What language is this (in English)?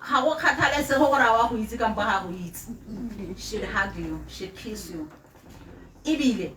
Tswana